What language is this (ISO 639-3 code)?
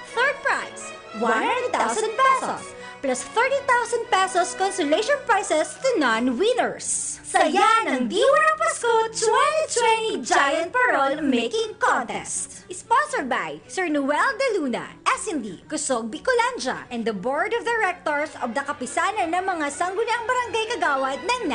bik